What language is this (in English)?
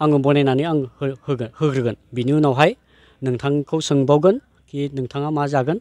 Bodo